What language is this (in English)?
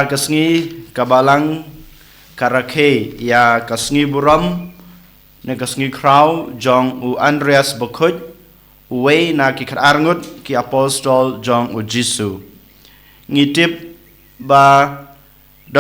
Khasi